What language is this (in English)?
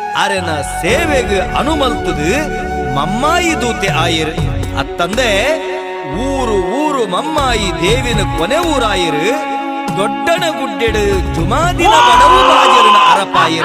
Tulu